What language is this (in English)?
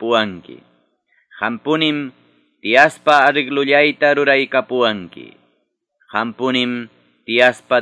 Quechua